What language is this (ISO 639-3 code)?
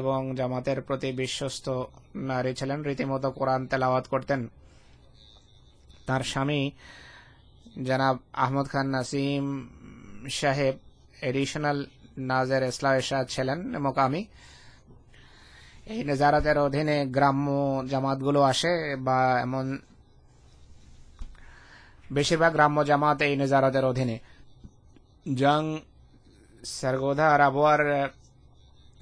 ben